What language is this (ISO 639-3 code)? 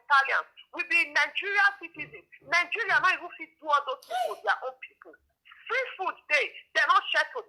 pcm